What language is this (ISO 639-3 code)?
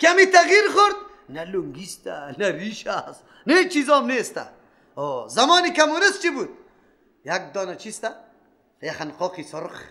fas